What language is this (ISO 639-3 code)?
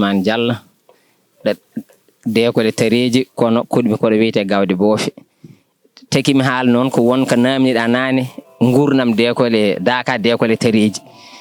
ful